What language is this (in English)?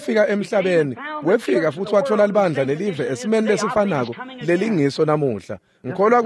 Swati